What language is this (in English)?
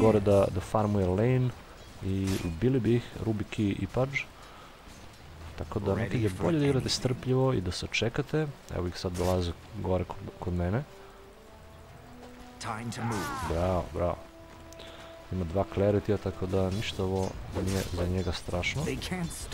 Serbian